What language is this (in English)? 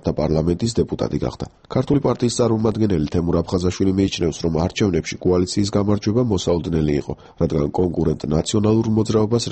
Georgian